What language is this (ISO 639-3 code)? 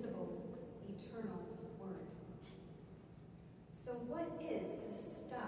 eng